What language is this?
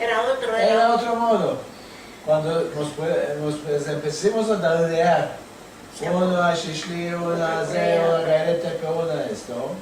Ladino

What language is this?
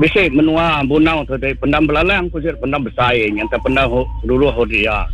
Iban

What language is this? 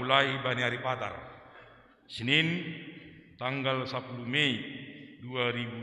Batak Simalungun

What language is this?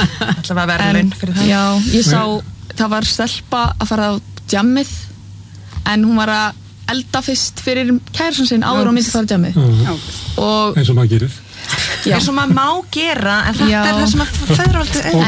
Icelandic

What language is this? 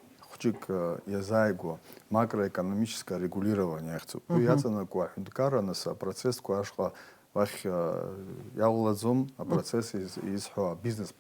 Abkhazian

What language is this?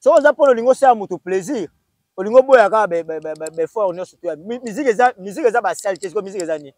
Lingala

